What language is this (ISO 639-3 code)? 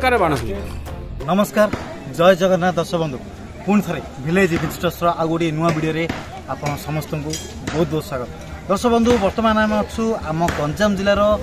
ori